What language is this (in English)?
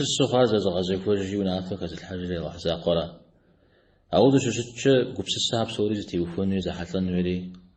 Kabardian